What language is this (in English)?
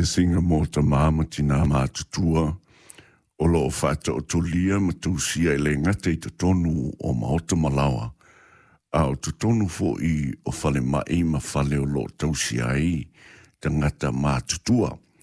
Samoan